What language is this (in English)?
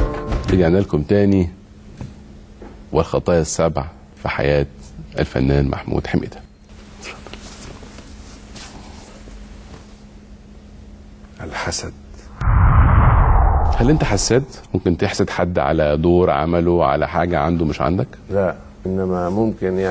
Egyptian Arabic